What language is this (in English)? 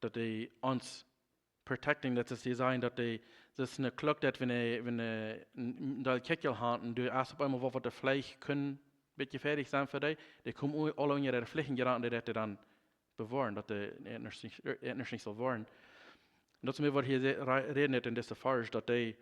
Plautdietsch